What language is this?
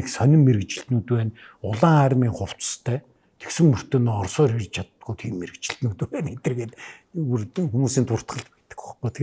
Mongolian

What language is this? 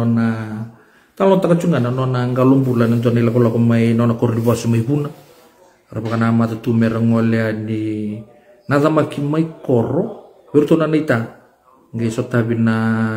Fijian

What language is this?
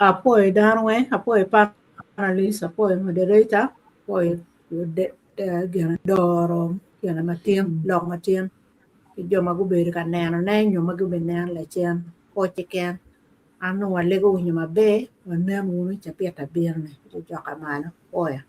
Acoli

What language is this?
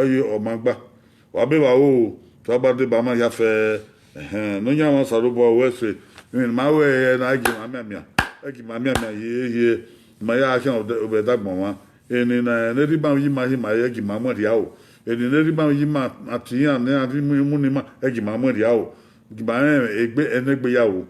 Bini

